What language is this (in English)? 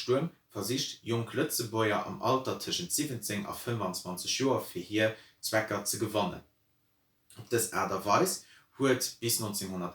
Luxembourgish